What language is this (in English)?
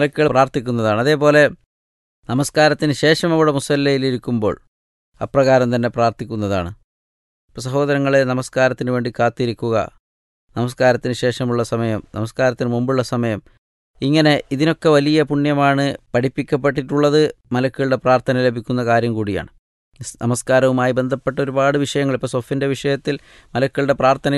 Malayalam